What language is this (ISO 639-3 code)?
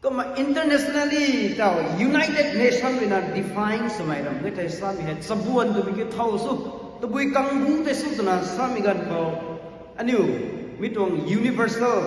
nbu